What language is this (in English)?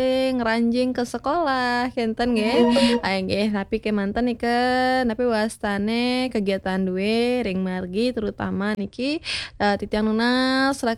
Balinese